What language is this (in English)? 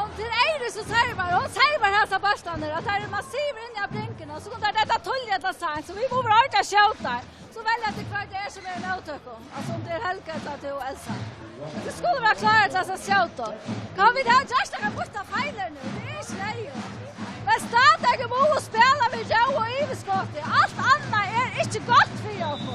Faroese